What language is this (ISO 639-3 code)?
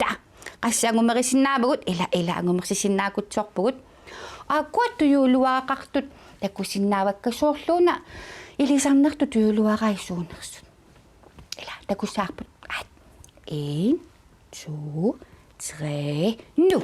kal